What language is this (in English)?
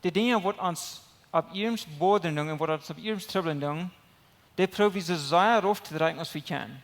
Plautdietsch